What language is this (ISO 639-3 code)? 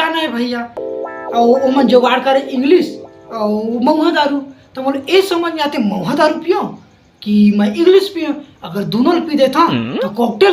hne